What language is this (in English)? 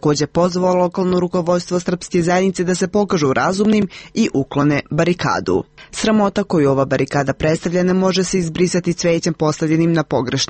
Serbian